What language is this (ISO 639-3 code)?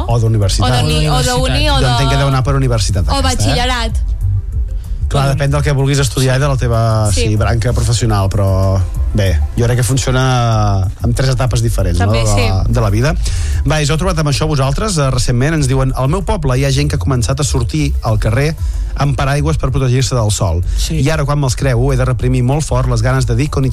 cat